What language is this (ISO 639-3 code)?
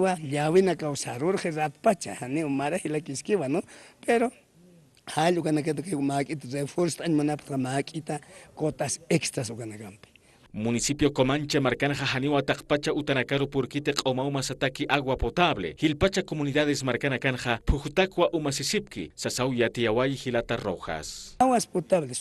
aym